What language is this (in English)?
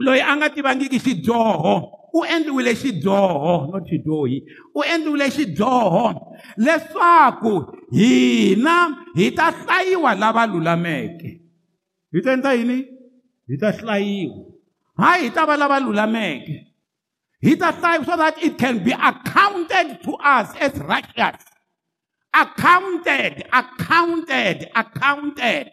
Tsonga